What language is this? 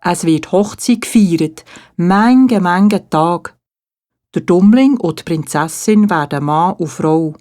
Swiss German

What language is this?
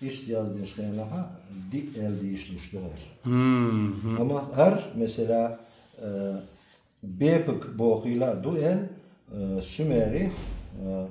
Chechen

